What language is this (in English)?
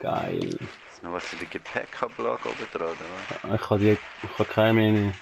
Swiss German